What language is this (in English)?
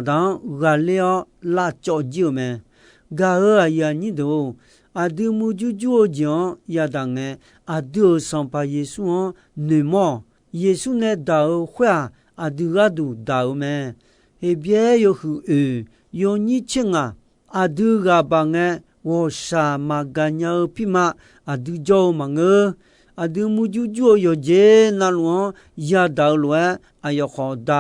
Akha